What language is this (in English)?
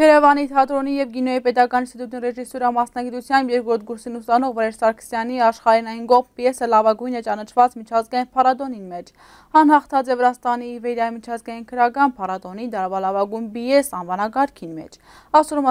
Western Armenian